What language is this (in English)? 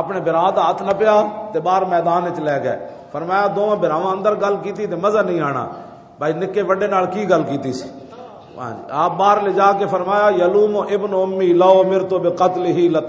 Western Panjabi